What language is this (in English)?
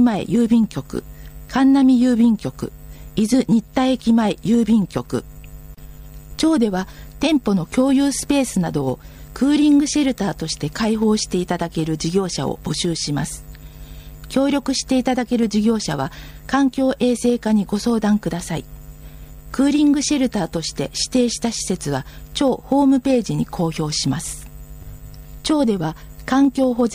Japanese